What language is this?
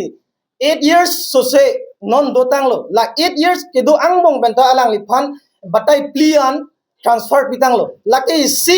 Karbi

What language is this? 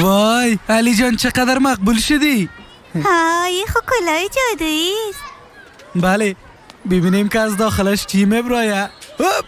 Persian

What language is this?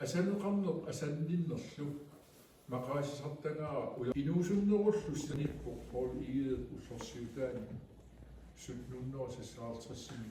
Kalaallisut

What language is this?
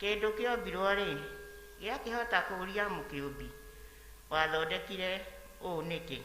Kikuyu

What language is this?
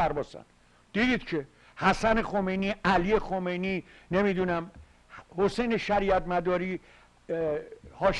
Persian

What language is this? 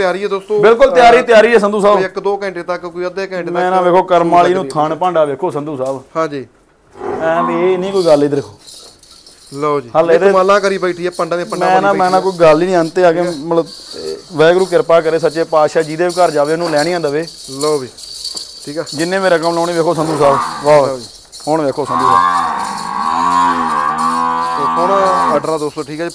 Punjabi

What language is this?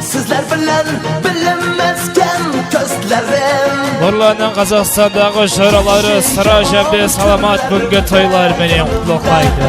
Kara-Kalpak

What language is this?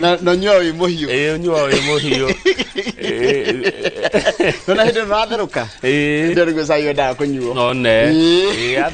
Kikuyu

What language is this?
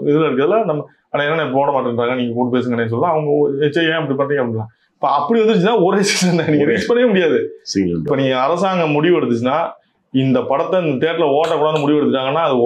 Tamil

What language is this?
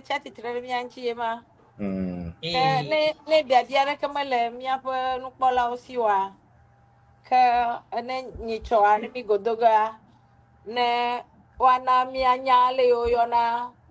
Ewe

